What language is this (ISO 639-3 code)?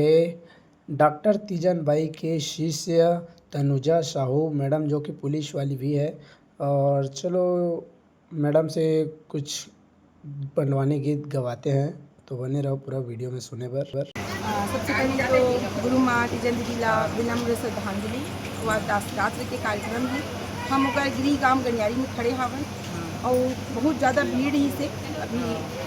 hne